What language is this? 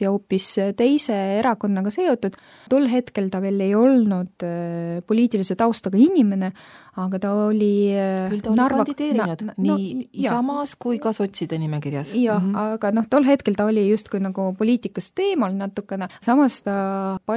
Estonian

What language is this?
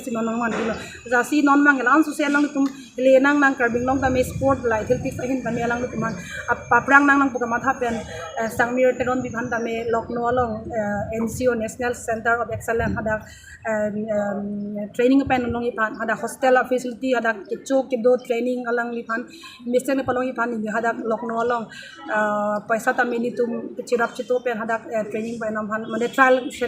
Karbi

